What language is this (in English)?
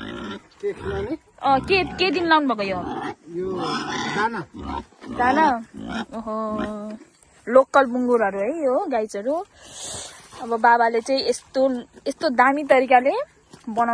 Nepali